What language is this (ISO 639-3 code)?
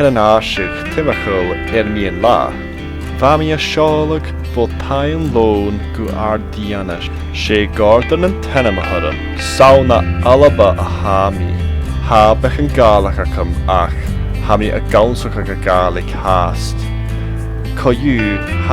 gla